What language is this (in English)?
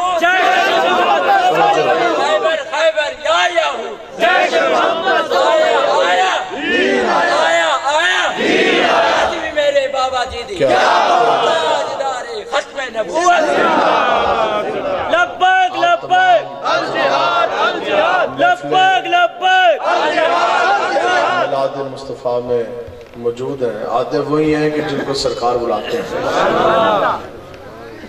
Urdu